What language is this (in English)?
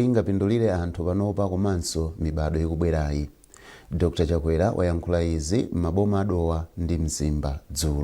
Nyanja